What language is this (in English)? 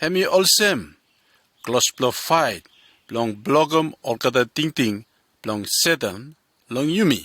Bislama